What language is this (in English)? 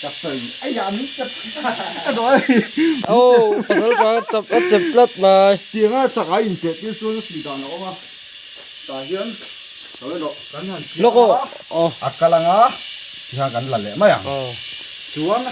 Mizo